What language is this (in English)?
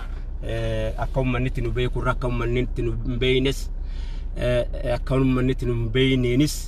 Oromo